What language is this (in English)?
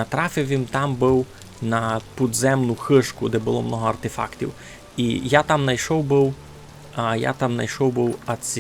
Rusyn